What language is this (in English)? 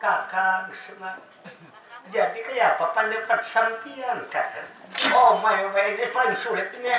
Banjar